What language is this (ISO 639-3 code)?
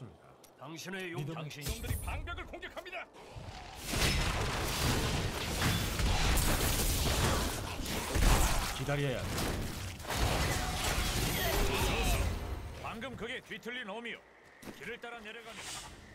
kor